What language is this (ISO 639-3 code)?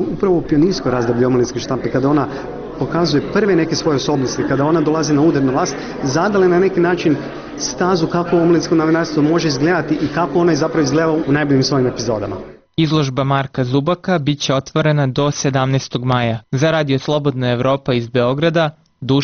srp